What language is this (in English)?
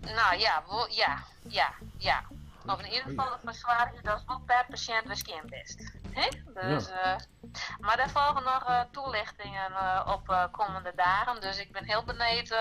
Western Frisian